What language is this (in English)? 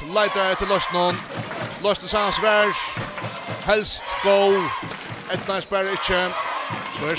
Faroese